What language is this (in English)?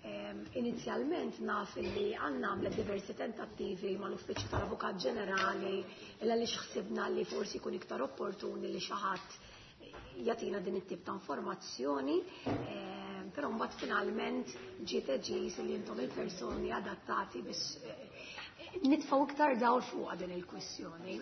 Maltese